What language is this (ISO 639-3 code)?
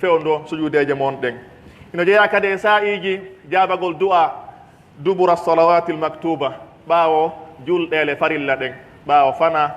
fuf